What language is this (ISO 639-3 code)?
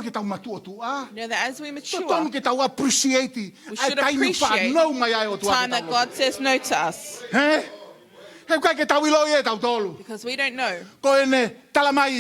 ton